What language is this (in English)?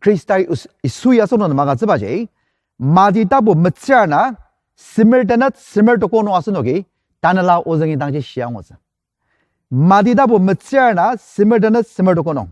Ao Naga